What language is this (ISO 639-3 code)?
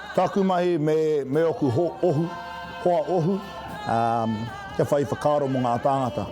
mri